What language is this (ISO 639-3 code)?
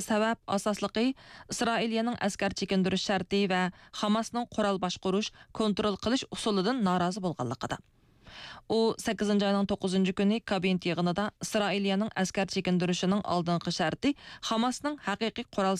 uig